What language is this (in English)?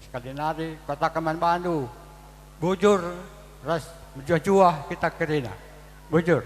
Batak Karo